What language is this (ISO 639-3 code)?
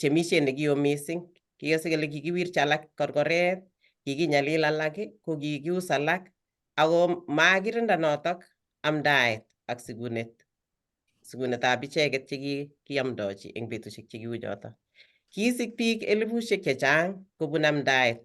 kln